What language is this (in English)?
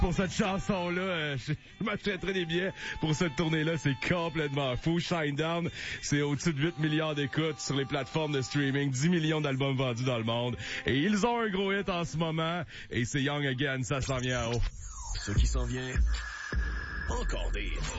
French